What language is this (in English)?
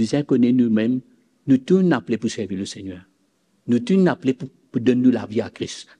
Morisyen